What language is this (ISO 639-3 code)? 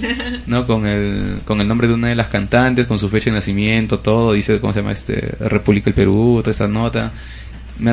spa